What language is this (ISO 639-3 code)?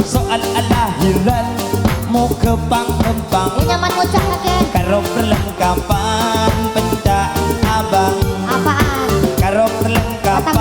mad